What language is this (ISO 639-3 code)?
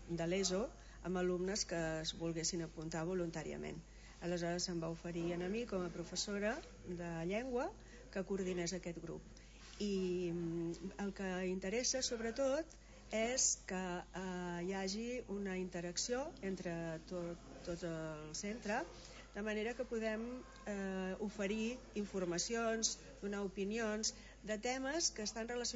cat